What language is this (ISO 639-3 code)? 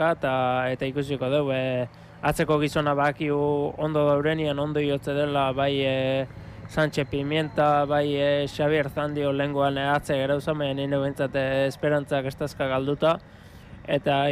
eus